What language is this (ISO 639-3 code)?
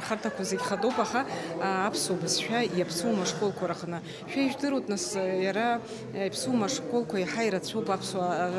abk